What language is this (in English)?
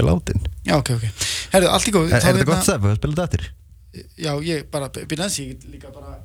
Icelandic